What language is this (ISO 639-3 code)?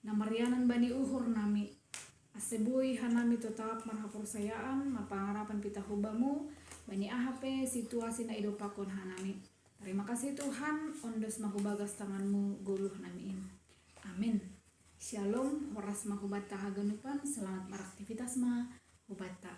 bts